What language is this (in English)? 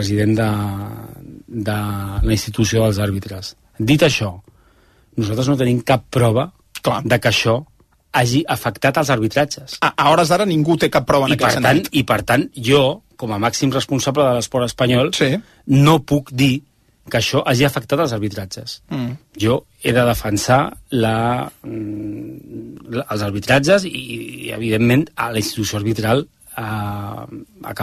Catalan